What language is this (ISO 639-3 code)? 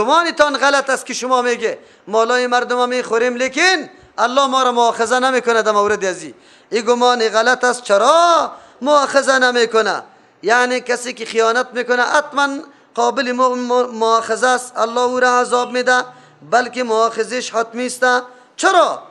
fas